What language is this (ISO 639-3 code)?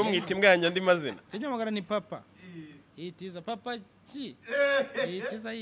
kin